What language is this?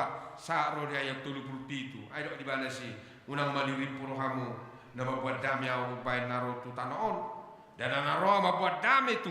Batak Toba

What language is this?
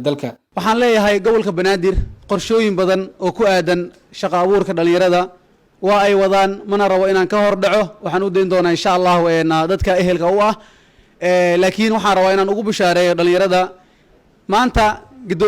Somali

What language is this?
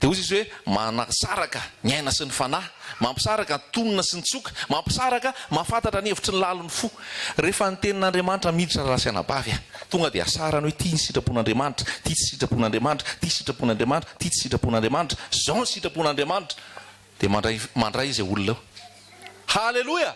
Malagasy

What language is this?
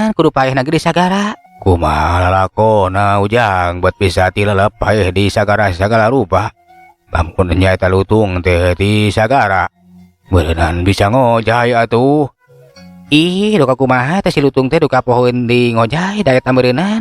Sundanese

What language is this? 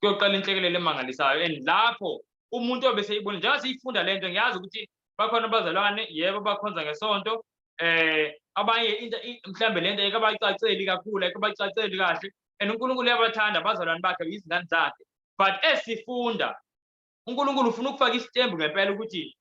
Zulu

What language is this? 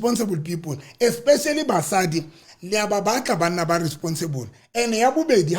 Southern Sotho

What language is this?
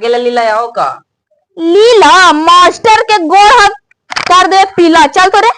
Magahi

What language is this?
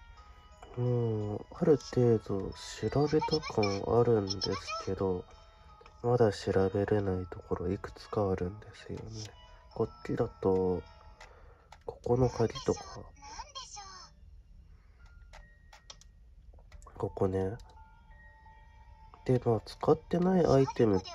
Japanese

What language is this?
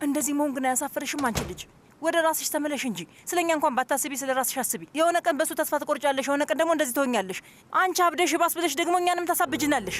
Amharic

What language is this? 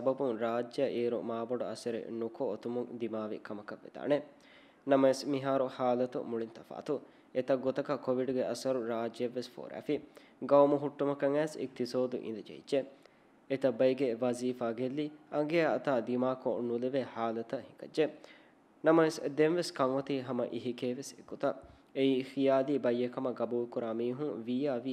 Divehi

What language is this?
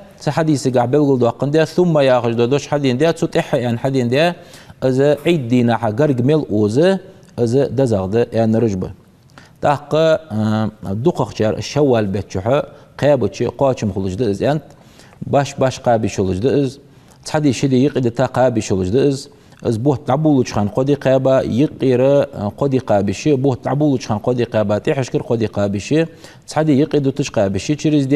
Ingush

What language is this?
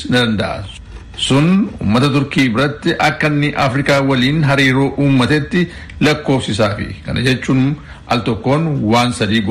Oromo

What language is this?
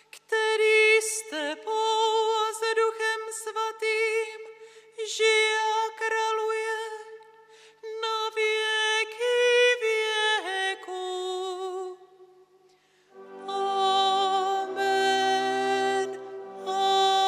Czech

